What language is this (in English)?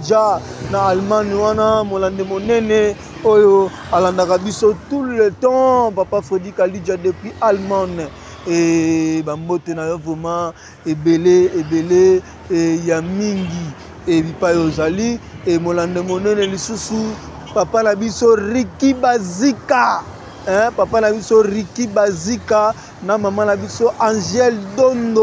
Lingala